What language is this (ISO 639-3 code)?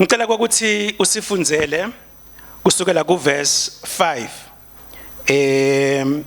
ssw